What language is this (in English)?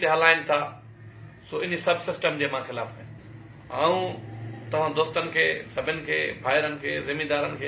Sindhi